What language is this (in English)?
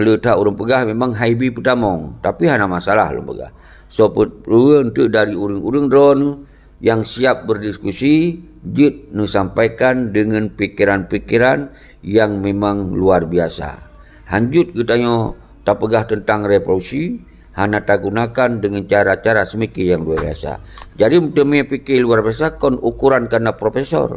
Achinese